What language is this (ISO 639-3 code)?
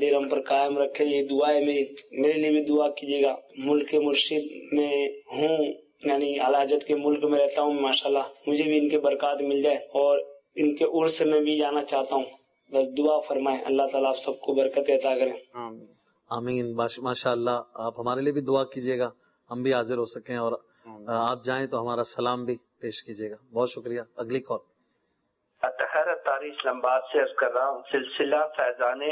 urd